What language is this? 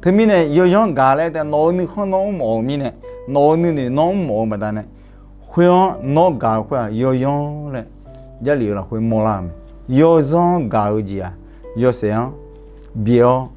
Akha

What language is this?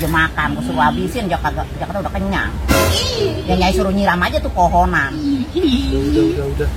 Betawi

